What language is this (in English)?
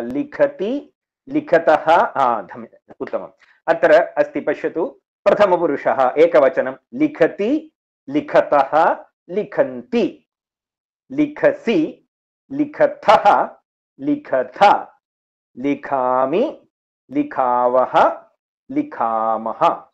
Sanskrit